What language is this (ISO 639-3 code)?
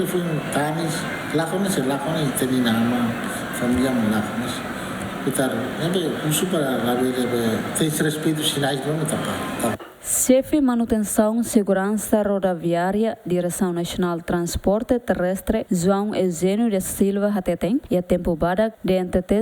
tet